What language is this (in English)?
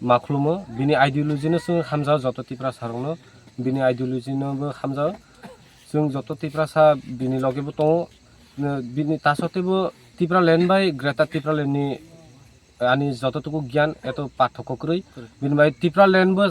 Kok Borok